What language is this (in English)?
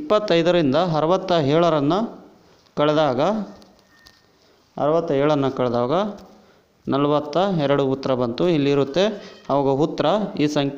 Kannada